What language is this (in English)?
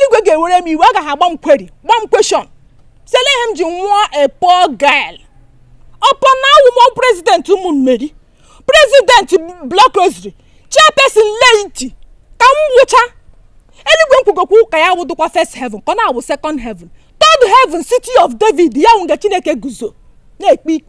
Igbo